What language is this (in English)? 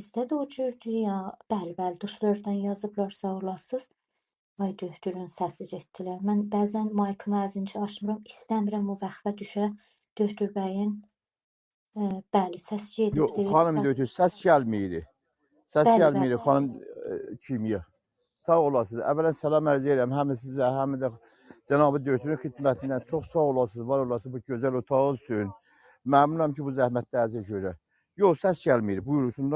South Azerbaijani